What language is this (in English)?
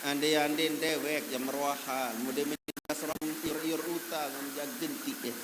Sasak